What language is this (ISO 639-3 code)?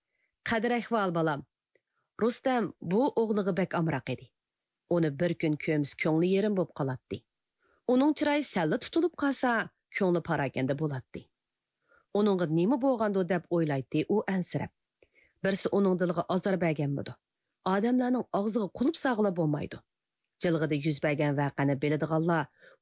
uig